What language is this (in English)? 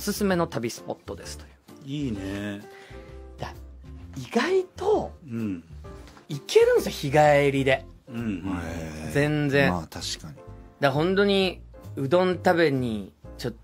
Japanese